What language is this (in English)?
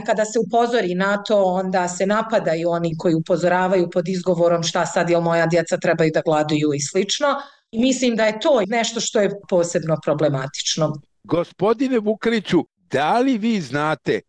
Bosnian